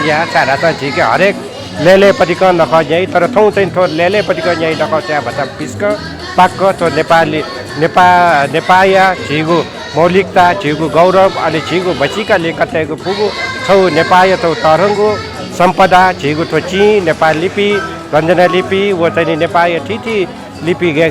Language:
Newari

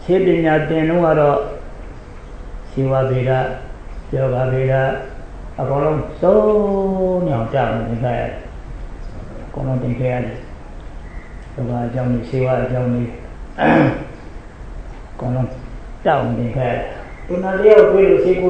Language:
Burmese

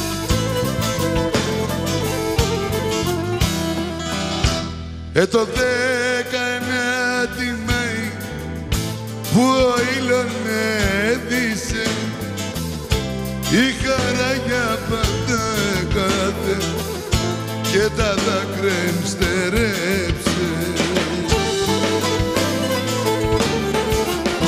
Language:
Greek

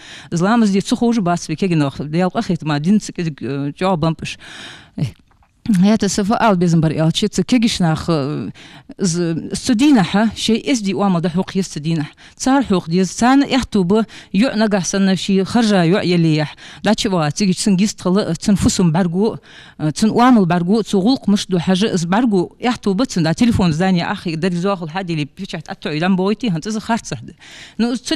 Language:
Ingush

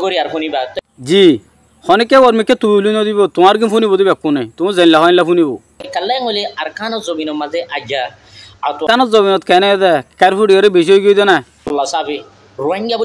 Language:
Rohingya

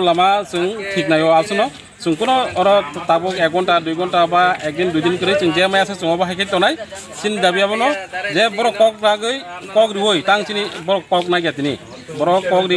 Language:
Kok Borok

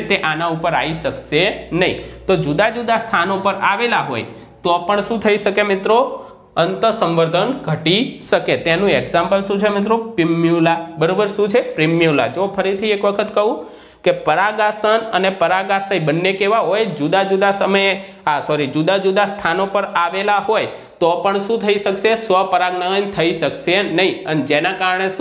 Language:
Gujarati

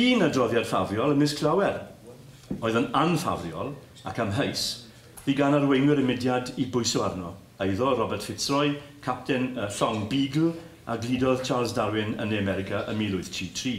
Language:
Welsh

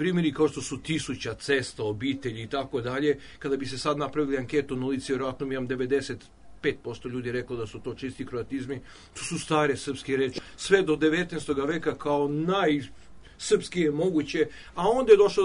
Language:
Serbian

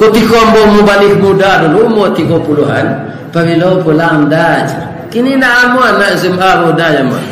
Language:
Minangkabau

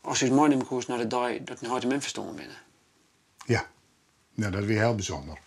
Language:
Western Frisian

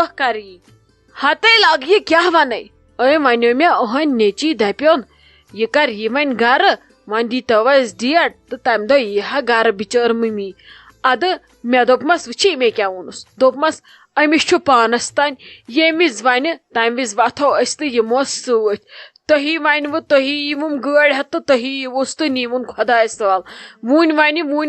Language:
Kashmiri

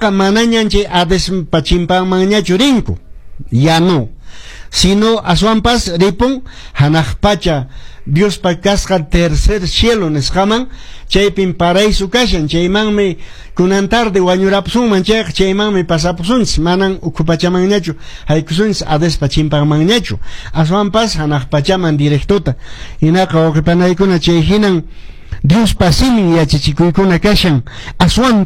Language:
Quechua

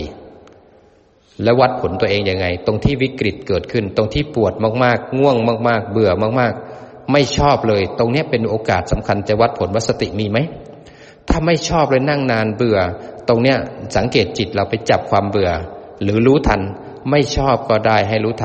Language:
Thai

